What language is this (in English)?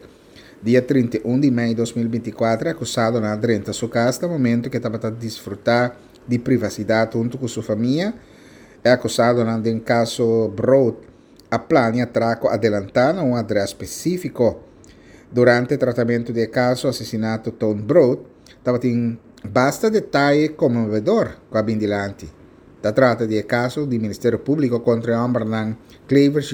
Papiamento